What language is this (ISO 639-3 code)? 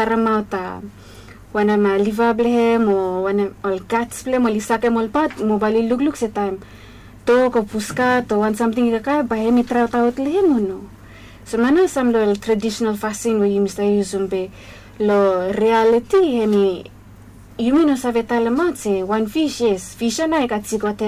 bis